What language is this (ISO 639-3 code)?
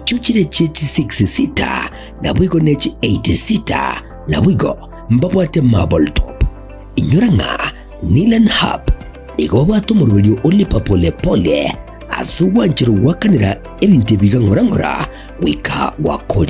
guz